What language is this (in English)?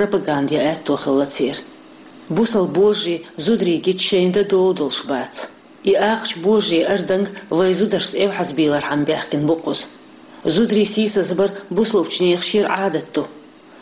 Chechen